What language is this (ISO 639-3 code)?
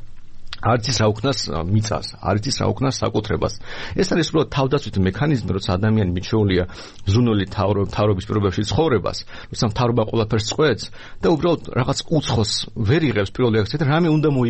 kat